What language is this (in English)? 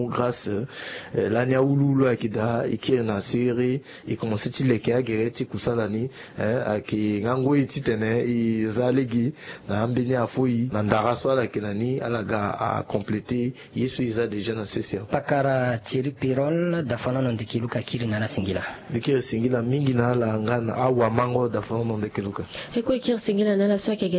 Sango